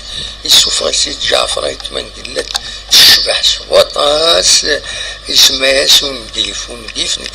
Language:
Kabyle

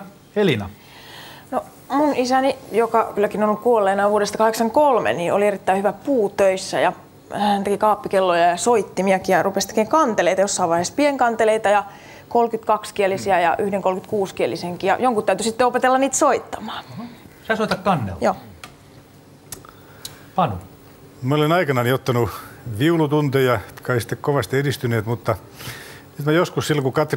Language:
Finnish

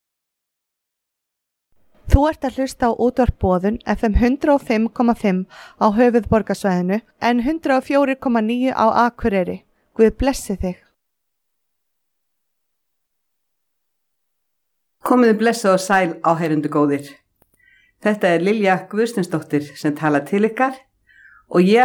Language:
Icelandic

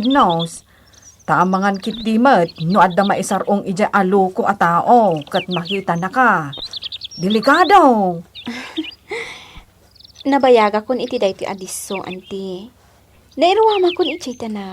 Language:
Iloko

